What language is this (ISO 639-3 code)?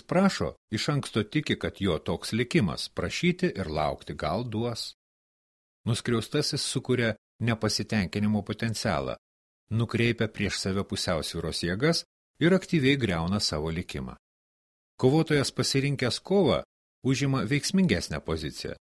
lit